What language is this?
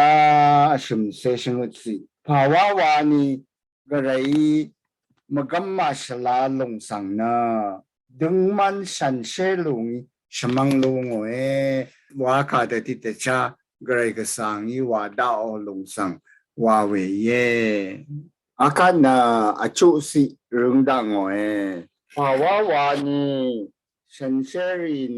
Rawang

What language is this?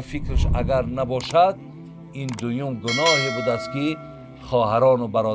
Tajik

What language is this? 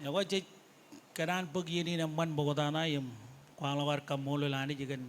Marshallese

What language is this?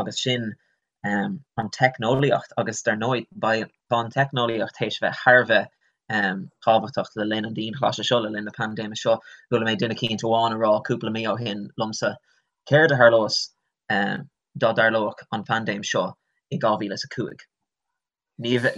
Irish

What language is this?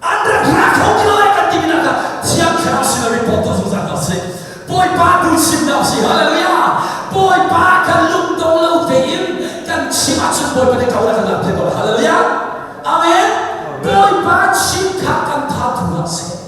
Hakha Chin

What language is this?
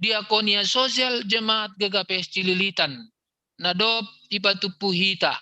Batak Simalungun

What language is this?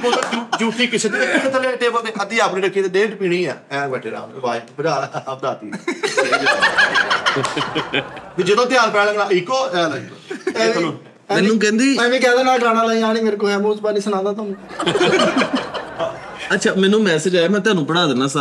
Punjabi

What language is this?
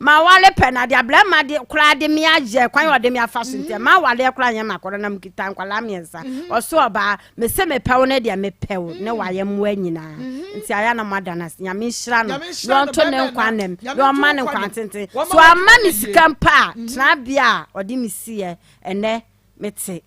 Akan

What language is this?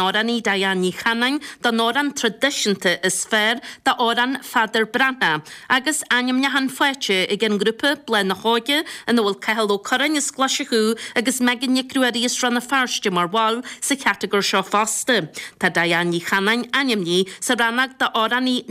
Irish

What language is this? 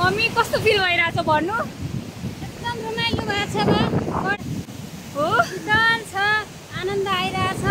Nepali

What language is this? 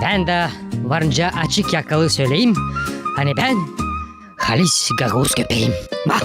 Gagauz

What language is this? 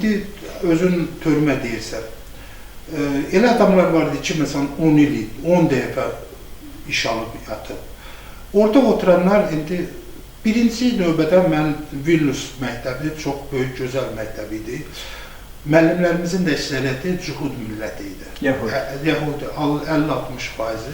Azerbaijani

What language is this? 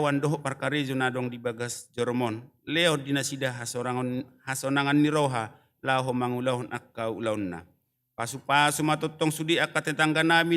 Batak Toba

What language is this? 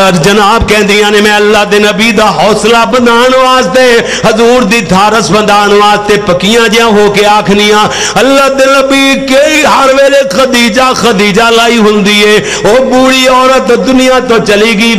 Western Panjabi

